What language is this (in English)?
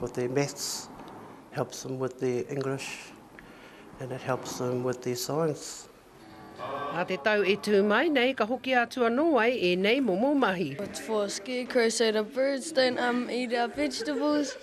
Māori